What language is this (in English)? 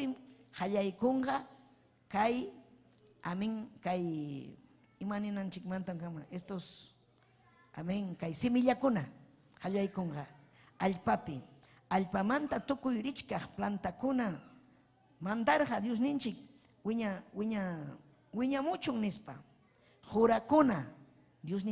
Ayacucho Quechua